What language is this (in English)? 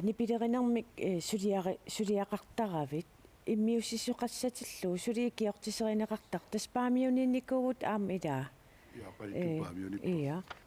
Kalaallisut